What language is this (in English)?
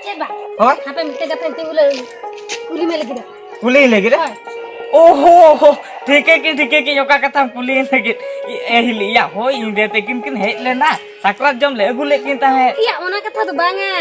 Santali